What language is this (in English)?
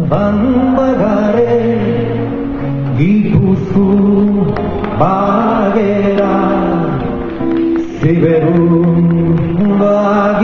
Basque